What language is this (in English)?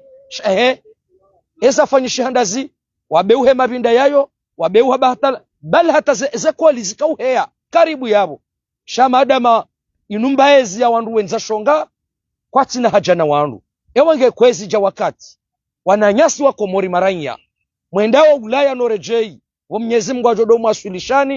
Ngazidja Comorian